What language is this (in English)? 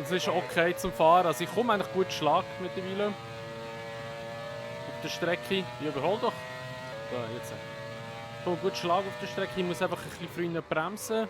Swiss German